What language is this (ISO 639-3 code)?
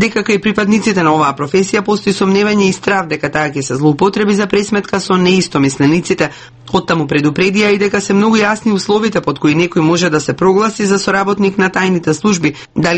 mkd